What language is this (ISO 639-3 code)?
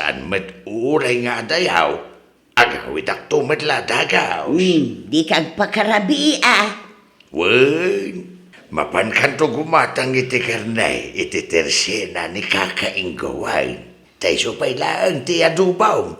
ilo